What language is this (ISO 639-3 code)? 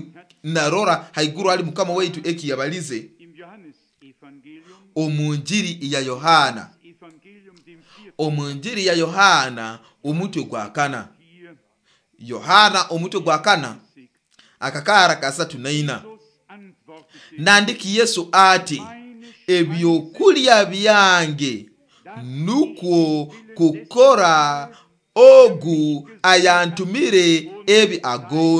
nyo